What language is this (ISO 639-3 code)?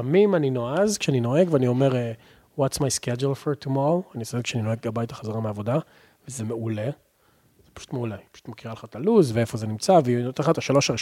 heb